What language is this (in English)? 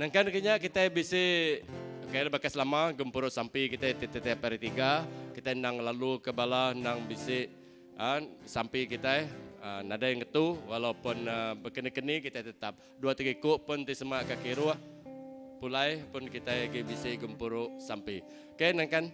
Iban